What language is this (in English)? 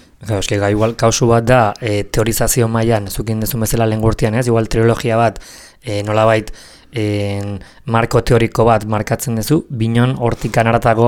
Basque